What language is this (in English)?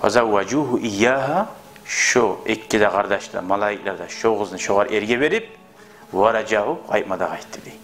Kumyk